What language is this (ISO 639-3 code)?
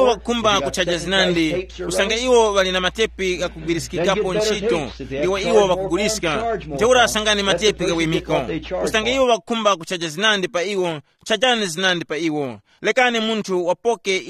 tum